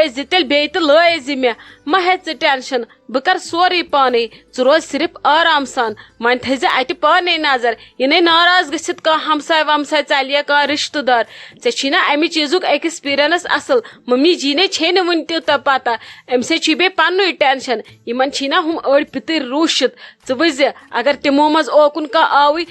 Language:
Kashmiri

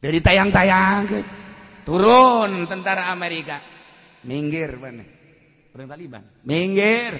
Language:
Sundanese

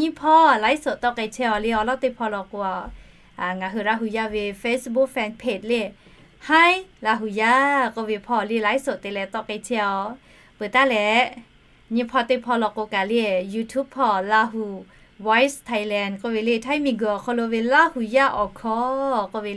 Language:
Lahu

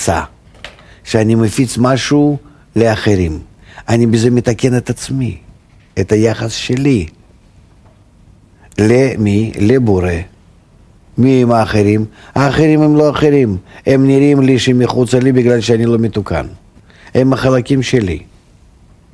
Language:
Hebrew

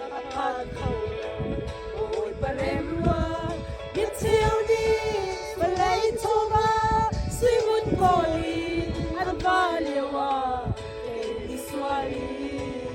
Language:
Hakha Chin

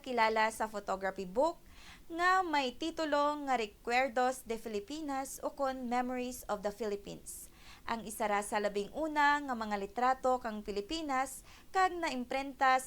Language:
Kinaray-a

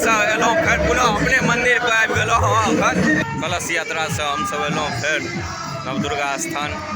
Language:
Maithili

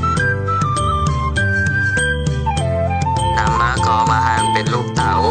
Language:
Lao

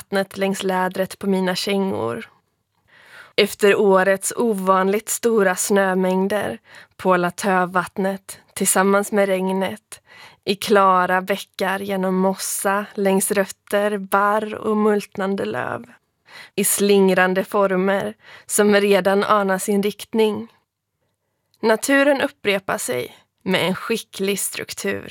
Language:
Swedish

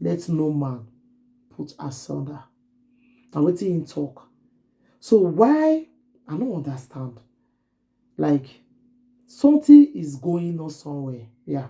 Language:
Nigerian Pidgin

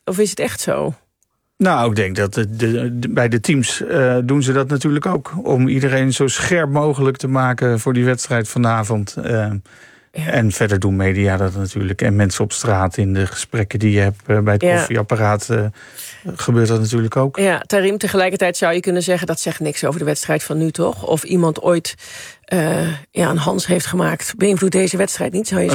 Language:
Dutch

